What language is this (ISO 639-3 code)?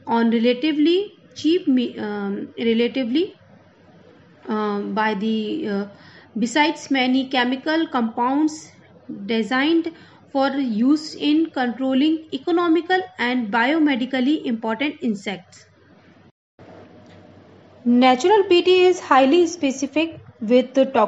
eng